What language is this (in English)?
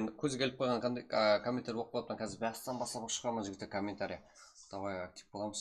Kara-Kalpak